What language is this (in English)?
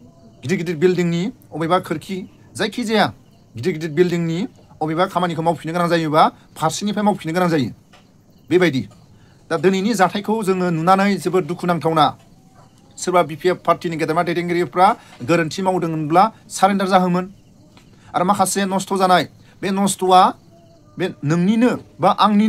Bodo